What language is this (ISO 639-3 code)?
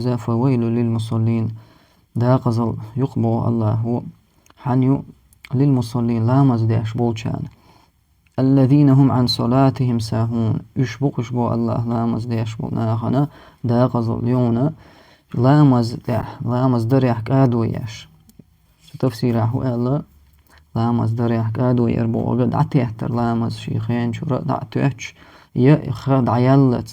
che